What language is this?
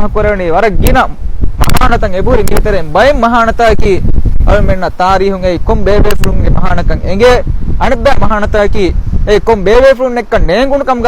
Divehi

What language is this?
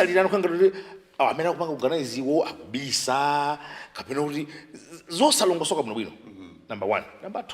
Nyanja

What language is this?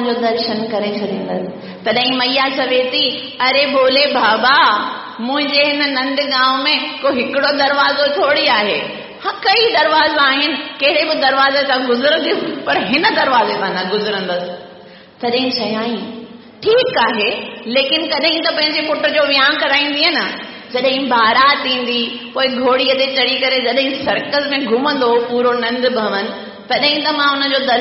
Sindhi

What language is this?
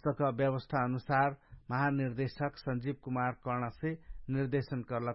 Dangaura Tharu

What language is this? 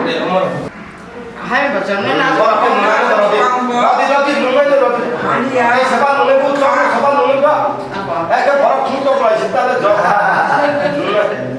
Kok Borok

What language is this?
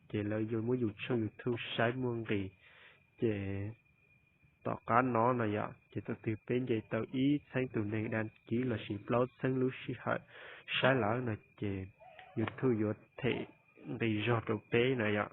Hmong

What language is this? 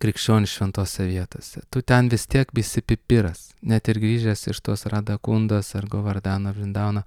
Lithuanian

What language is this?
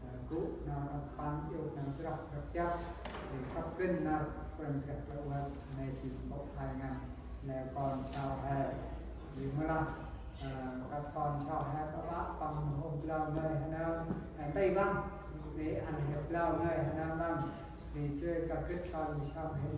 Central Mnong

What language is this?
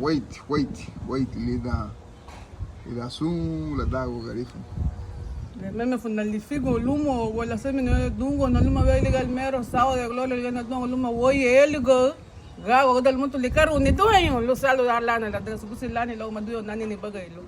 Garifuna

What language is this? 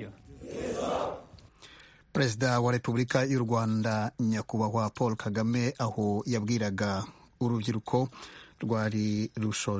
Kinyarwanda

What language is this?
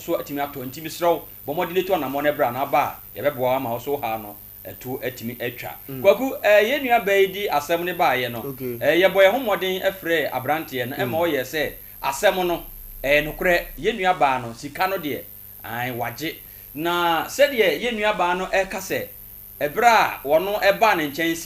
Akan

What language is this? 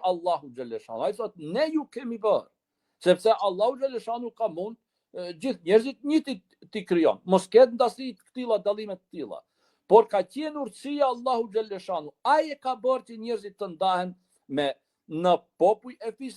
Albanian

